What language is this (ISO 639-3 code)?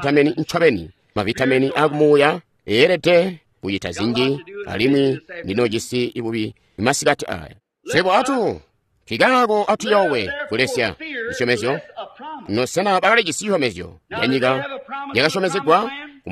toi